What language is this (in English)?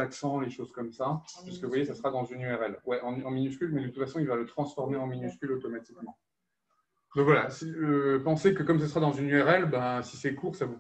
French